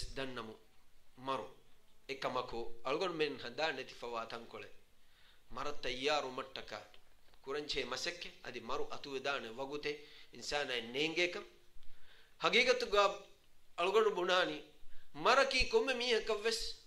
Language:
Divehi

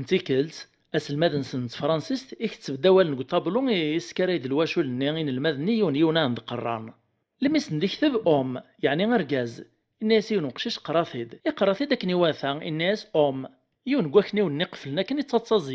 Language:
Kabyle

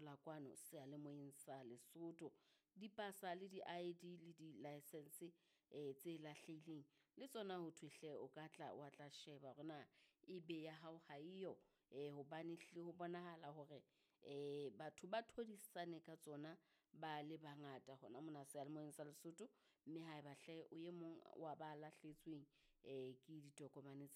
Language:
Southern Sotho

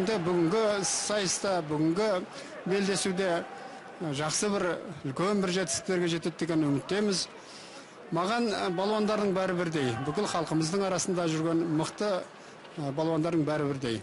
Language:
Kazakh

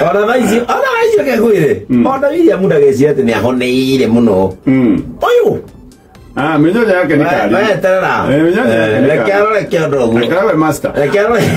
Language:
Kikuyu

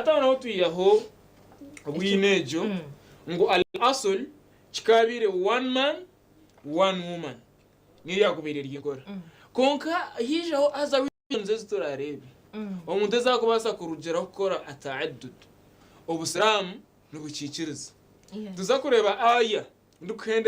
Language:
Nyankole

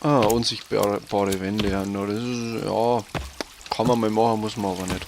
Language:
Bavarian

